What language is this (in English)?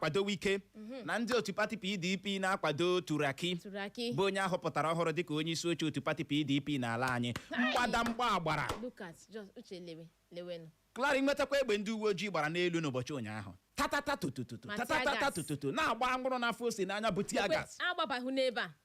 Igbo